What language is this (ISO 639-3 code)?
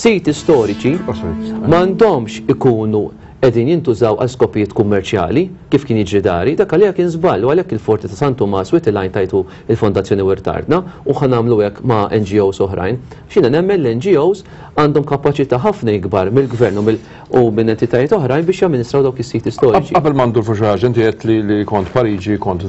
mlt